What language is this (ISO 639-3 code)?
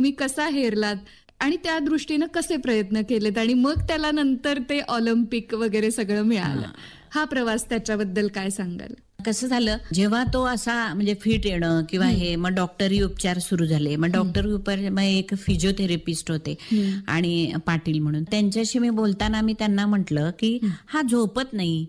mar